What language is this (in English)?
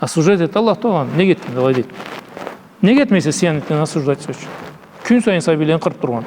Karachay-Balkar